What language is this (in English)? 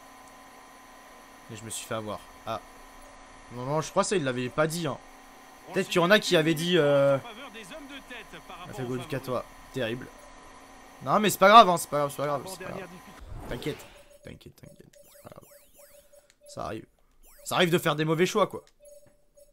French